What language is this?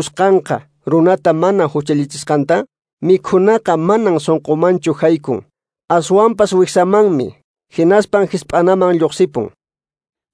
Quechua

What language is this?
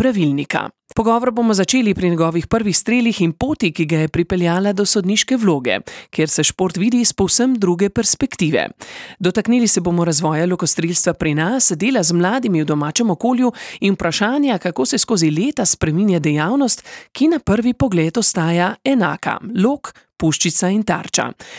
Slovenian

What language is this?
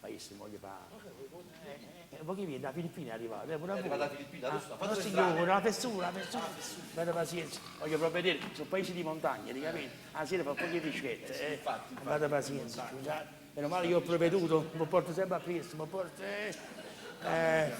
Neapolitan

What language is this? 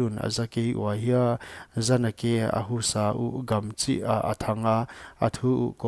Paite Chin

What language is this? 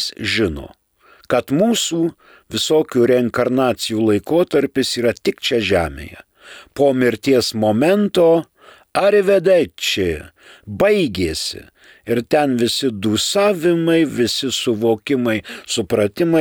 Lithuanian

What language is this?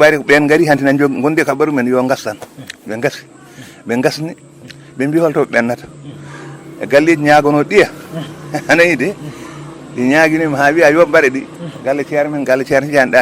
Fula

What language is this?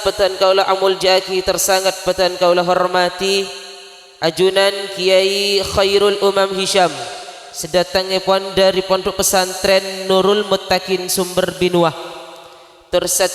Madurese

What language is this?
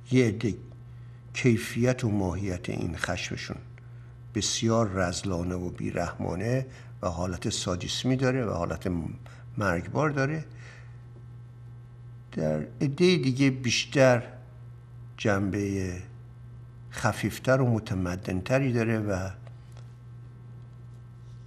Persian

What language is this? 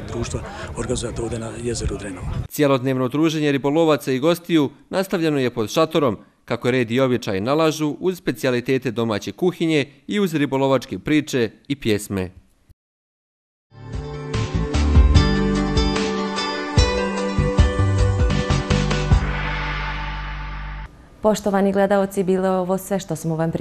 Bosnian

